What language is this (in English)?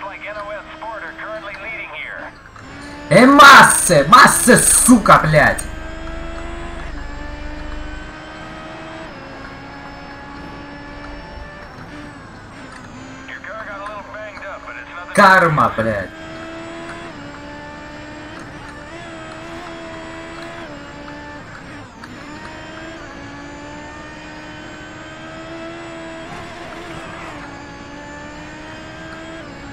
English